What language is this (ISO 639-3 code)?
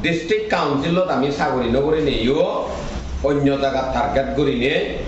ccp